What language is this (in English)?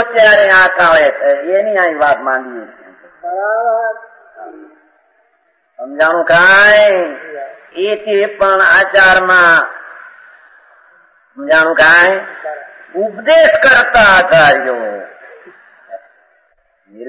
Gujarati